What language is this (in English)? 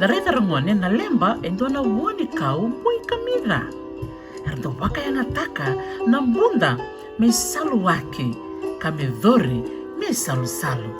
Fijian